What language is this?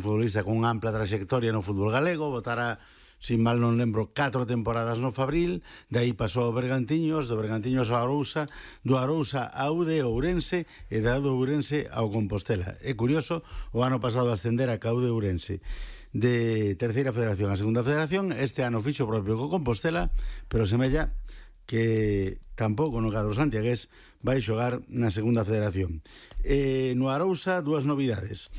Galician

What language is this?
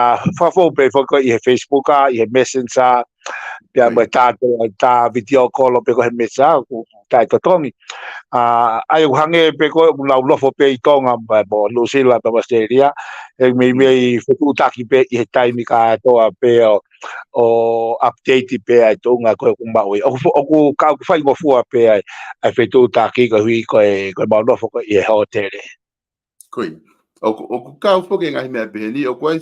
Tongan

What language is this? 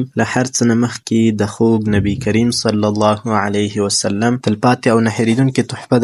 Pashto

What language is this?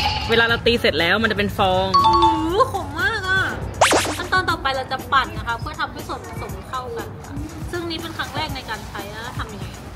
Thai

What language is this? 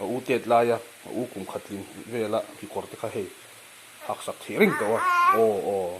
Mizo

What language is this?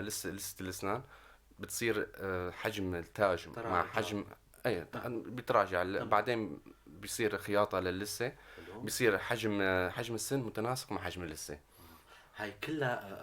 North Levantine Arabic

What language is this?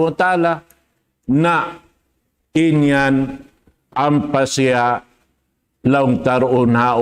Tausug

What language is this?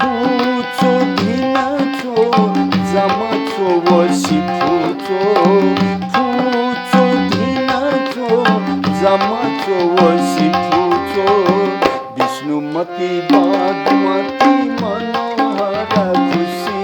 Newari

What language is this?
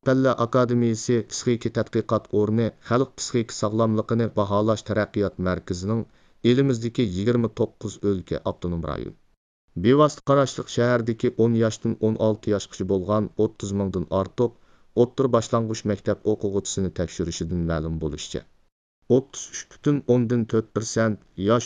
Uyghur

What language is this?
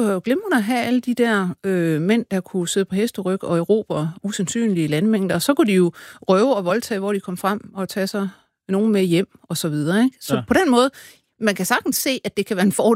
Danish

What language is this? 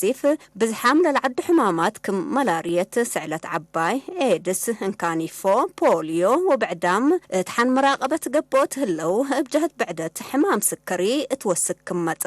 Tigre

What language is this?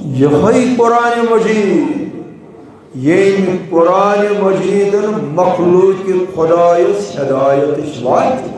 Kashmiri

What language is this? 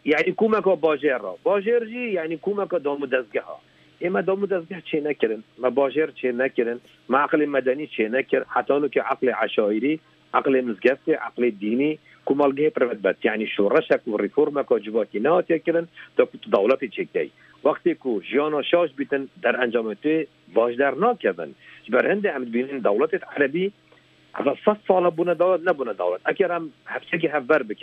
Kurdish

